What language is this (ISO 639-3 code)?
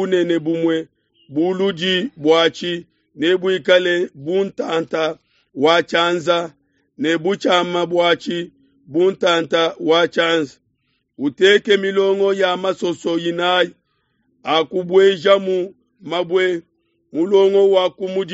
lua